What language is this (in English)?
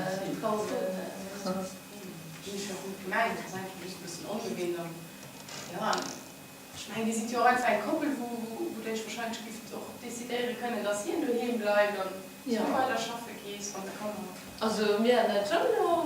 Luxembourgish